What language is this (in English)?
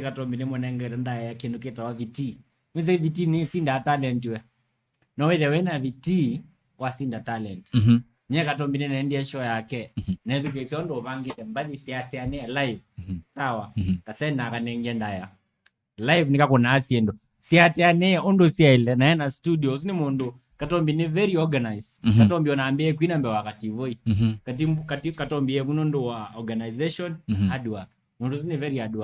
Kamba